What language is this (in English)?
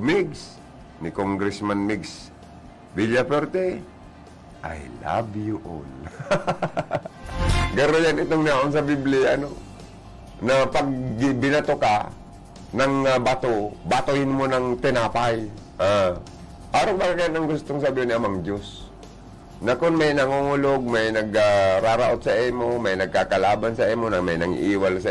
Bikol